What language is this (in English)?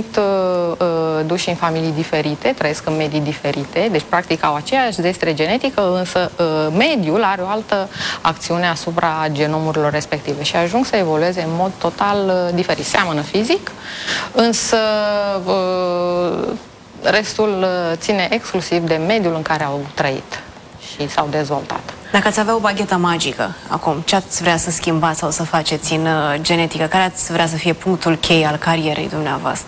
Romanian